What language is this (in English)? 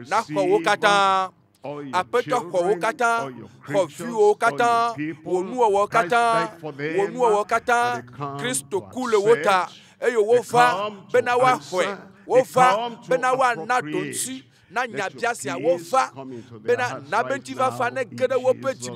Ewe